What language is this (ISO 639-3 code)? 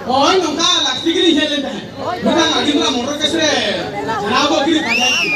sat